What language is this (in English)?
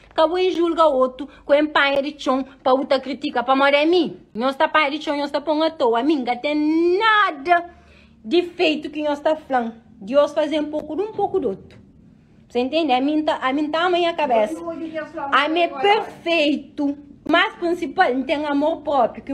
Kabuverdianu